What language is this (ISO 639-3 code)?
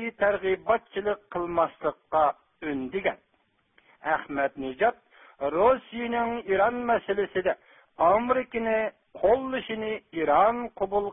uig